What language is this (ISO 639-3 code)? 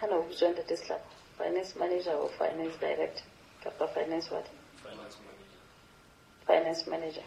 sot